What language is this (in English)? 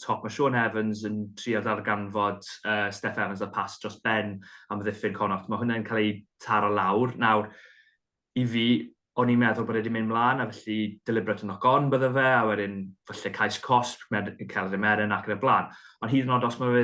Welsh